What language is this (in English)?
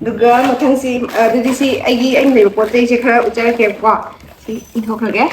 Manipuri